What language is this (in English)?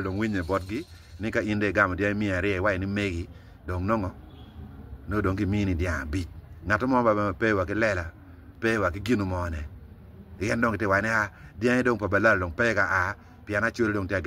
Acoli